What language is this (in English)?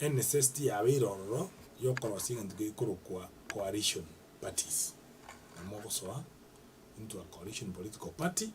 Gusii